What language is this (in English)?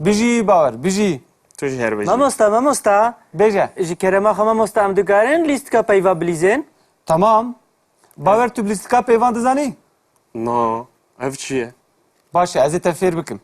Kurdish